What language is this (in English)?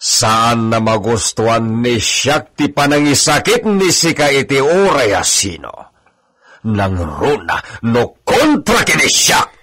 Iloko